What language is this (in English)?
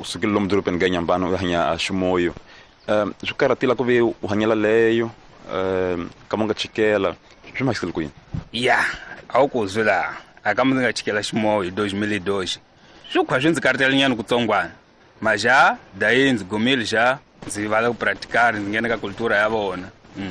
Tsonga